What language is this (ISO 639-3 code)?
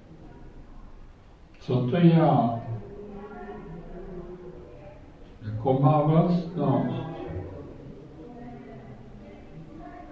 ces